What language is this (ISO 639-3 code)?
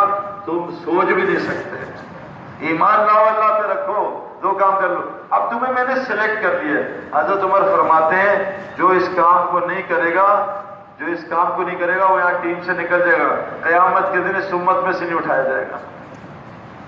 urd